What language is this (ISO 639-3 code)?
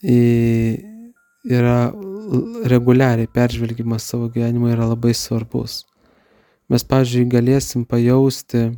lit